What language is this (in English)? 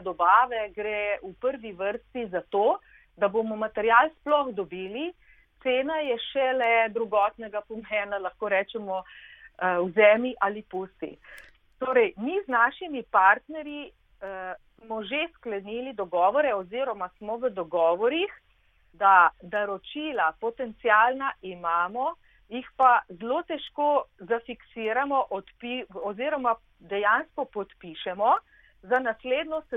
Slovenian